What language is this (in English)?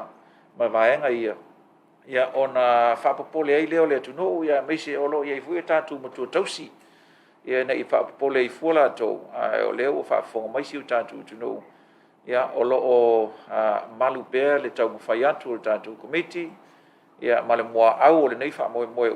Samoan